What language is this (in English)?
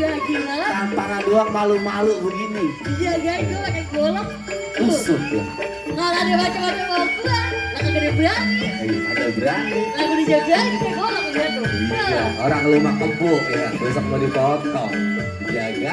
Betawi